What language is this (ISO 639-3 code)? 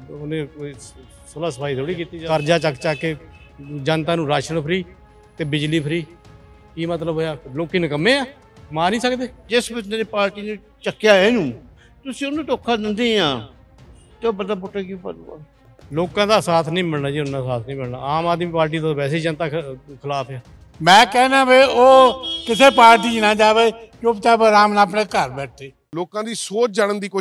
pan